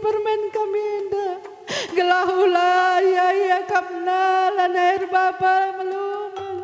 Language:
Batak Karo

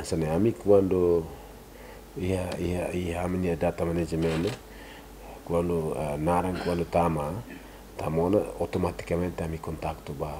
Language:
Tetum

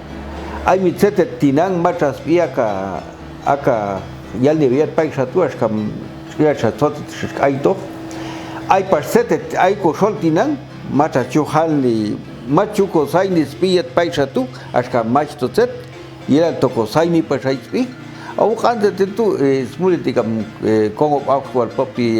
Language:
Popti'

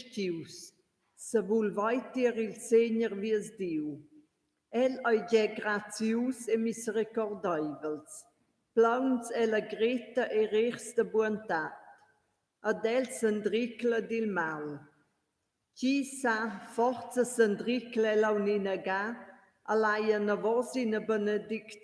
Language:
Romansh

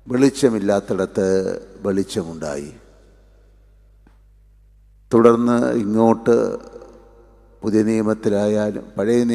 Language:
Malayalam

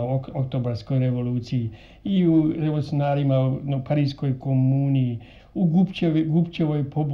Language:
Croatian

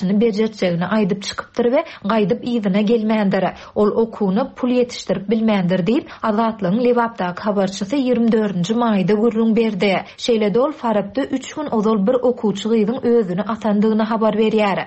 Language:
Turkmen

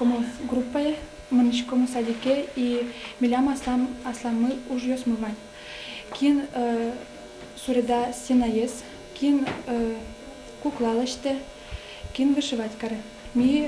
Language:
Udmurt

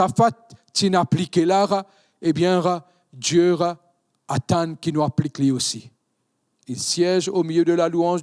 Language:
Morisyen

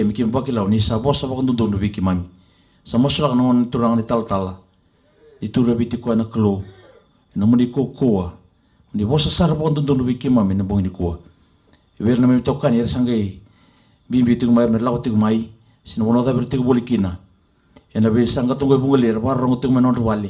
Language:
Fijian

